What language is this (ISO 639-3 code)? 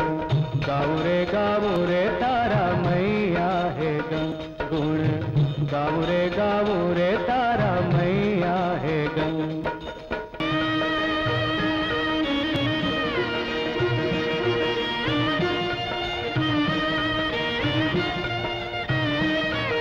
guj